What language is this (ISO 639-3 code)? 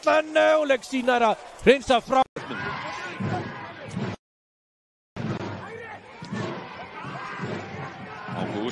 isl